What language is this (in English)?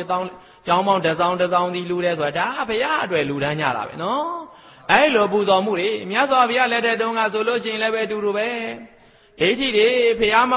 Burmese